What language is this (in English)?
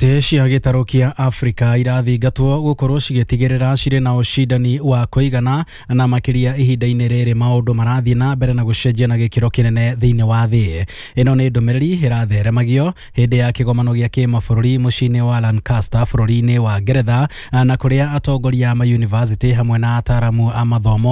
Kikuyu